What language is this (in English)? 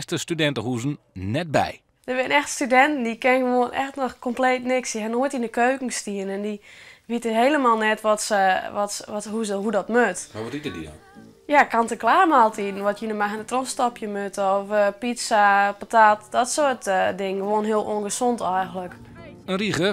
Western Frisian